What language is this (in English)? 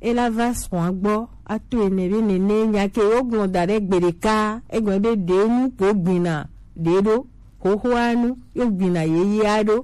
Gen